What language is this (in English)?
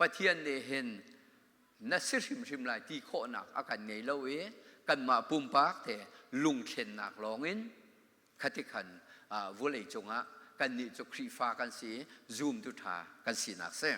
Hakha Chin